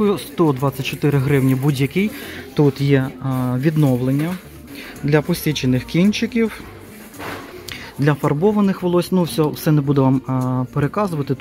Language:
Ukrainian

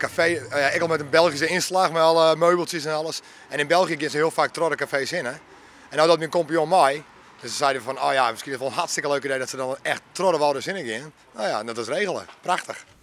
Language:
Western Frisian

